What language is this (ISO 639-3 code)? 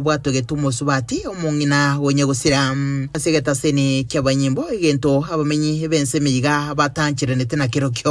guz